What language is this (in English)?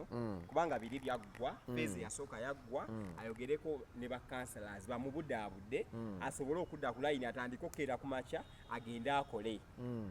Ganda